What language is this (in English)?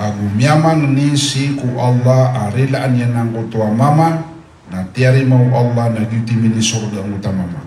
Maranao